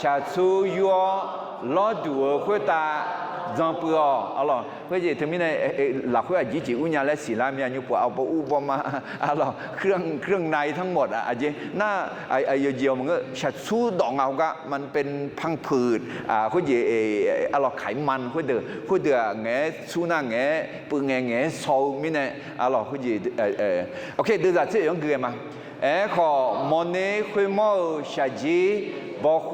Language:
Akha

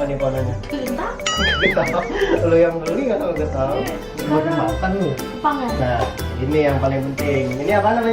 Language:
Betawi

